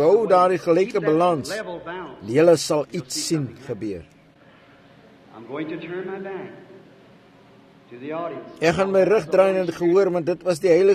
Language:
Afrikaans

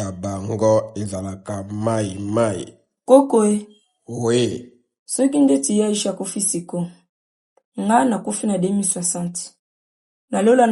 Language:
Lingala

